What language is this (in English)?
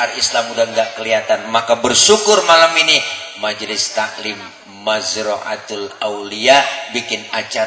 Betawi